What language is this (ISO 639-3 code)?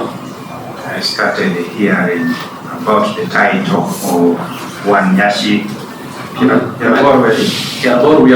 laj